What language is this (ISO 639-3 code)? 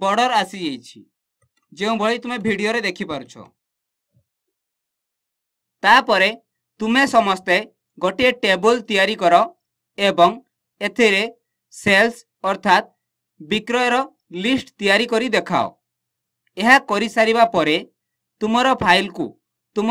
ori